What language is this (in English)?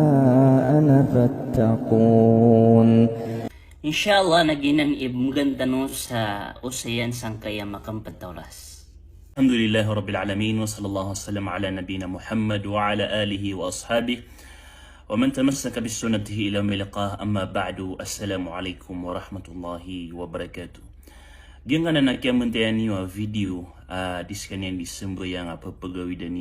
Maranao